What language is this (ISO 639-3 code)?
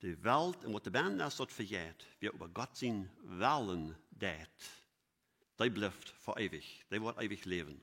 pdt